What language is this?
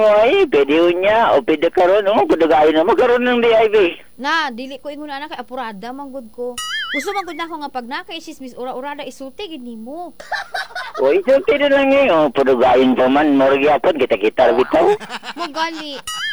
Cebuano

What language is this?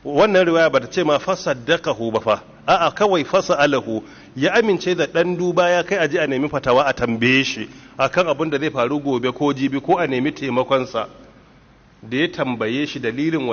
Hausa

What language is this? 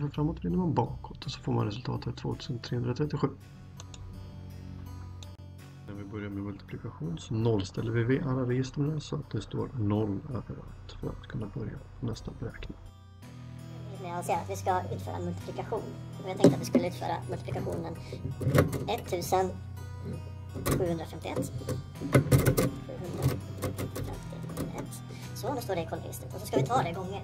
Swedish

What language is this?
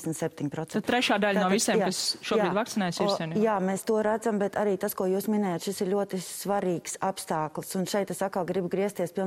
Latvian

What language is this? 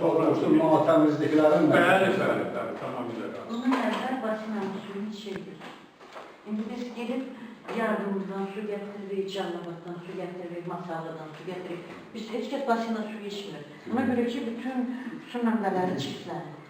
Azerbaijani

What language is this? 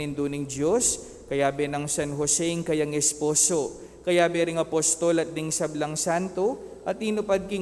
Pampanga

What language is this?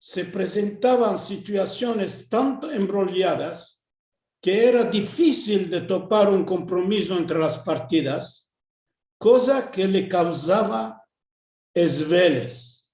Ladino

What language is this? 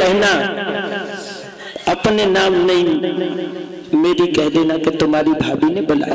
Hindi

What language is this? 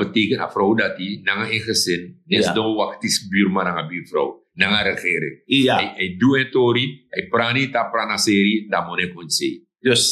Sranan Tongo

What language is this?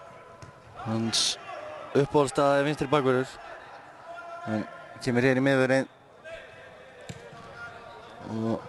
Icelandic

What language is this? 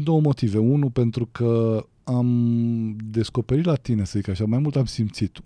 Romanian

